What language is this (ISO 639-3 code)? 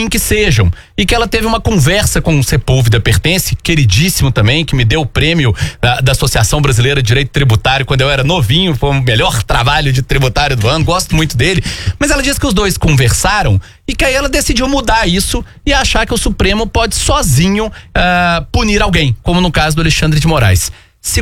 por